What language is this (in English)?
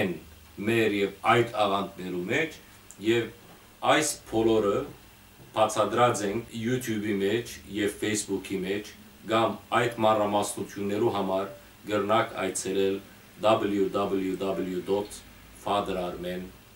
Western Armenian